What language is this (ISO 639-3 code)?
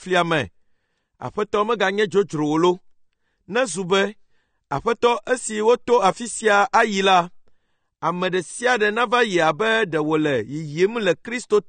ewe